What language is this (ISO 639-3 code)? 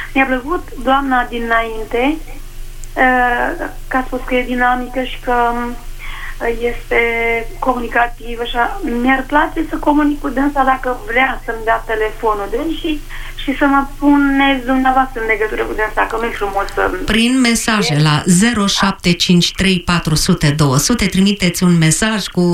ron